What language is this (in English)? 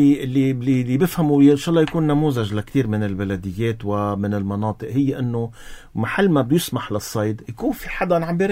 North Levantine Arabic